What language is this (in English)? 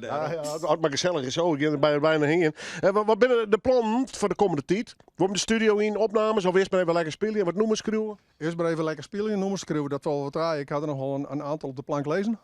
Western Frisian